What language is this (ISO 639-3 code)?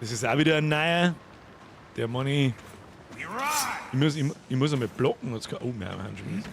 bar